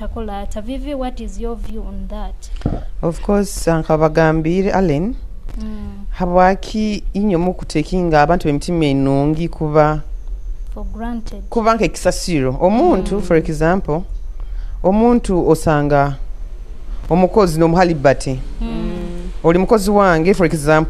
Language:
Nyoro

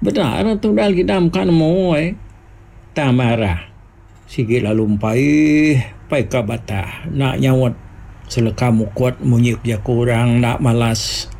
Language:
Iban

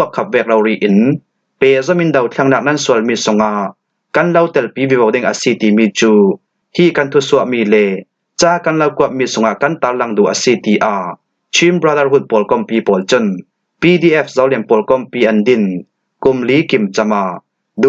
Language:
Falam Chin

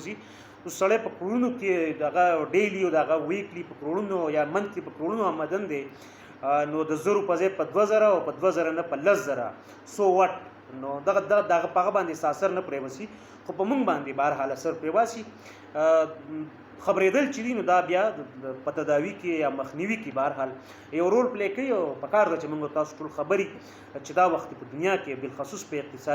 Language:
Pashto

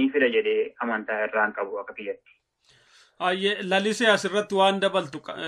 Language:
Oromo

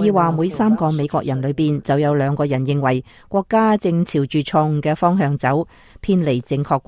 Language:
Cantonese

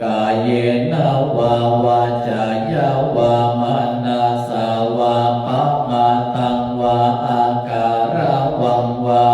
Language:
Pali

